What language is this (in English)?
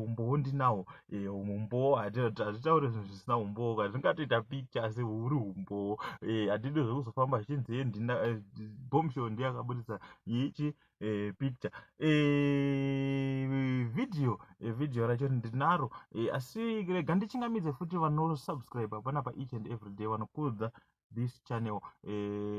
Shona